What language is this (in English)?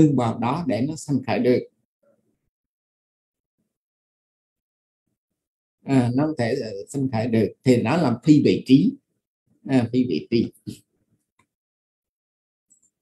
Vietnamese